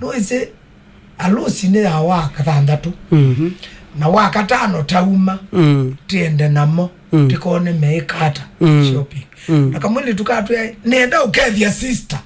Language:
Kamba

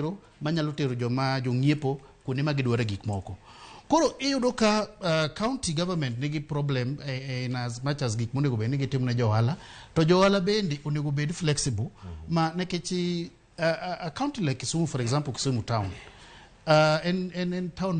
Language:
Luo (Kenya and Tanzania)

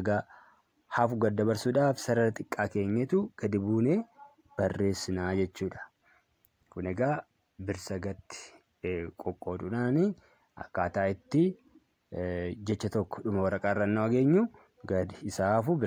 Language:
Oromo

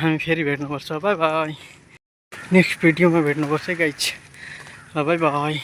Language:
Nepali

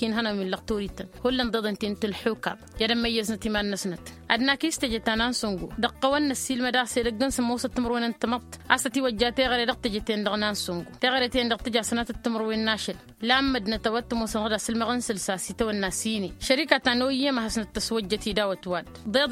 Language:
Tamasheq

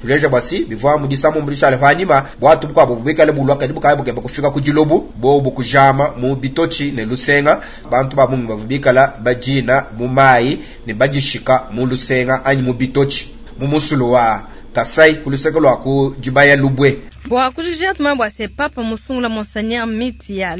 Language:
Luba-Lulua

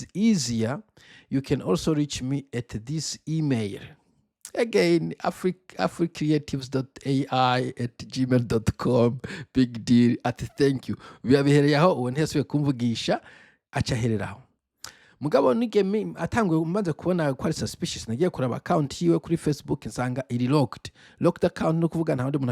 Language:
Rundi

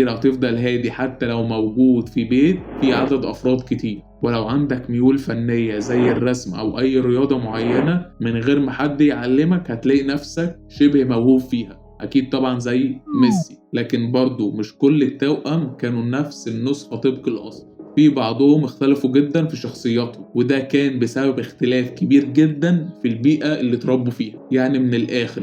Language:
Egyptian Arabic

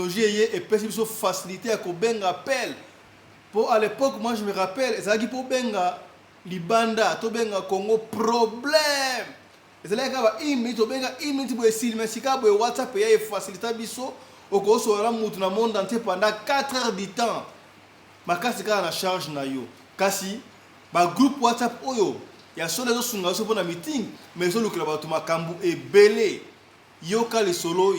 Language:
Lingala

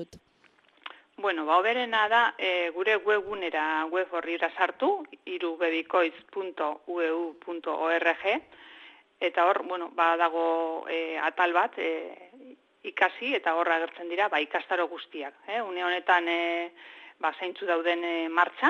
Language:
Basque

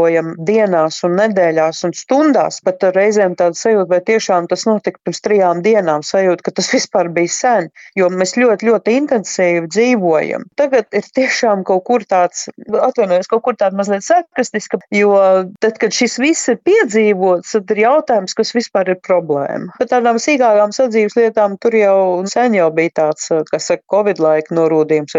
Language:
Latvian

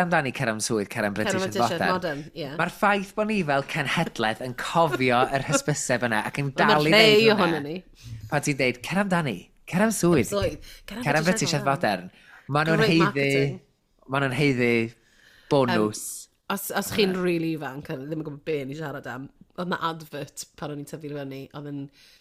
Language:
Welsh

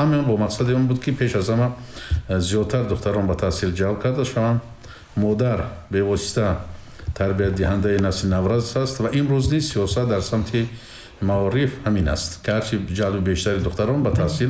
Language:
Tajik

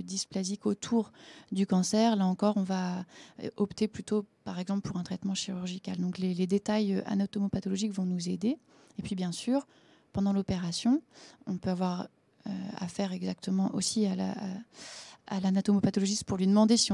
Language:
French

